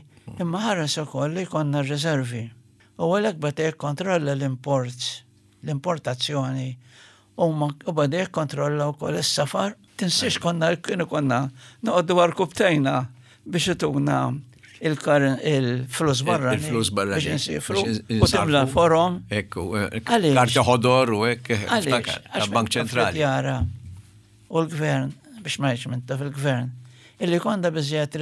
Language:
Maltese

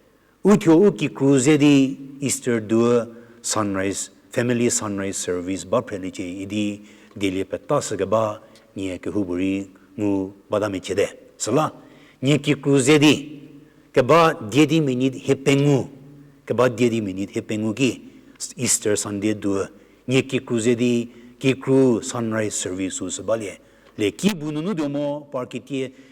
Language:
Angami Naga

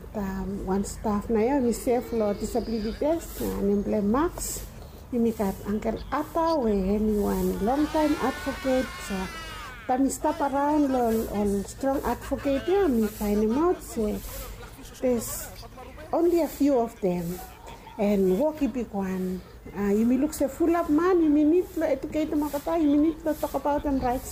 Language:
Bislama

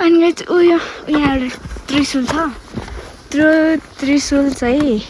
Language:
Nepali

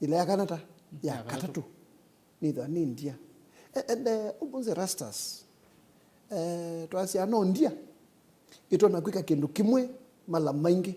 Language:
Kamba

